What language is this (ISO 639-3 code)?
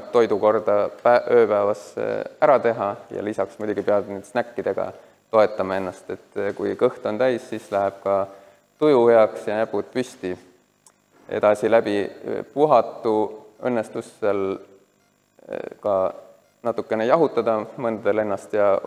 est